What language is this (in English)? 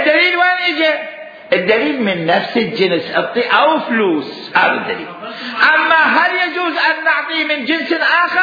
Mesopotamian Arabic